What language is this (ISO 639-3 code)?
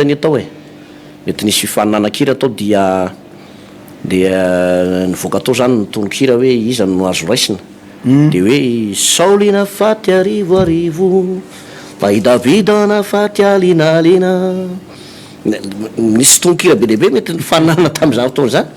mlg